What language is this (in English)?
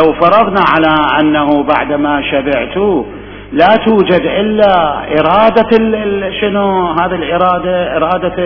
Mesopotamian Arabic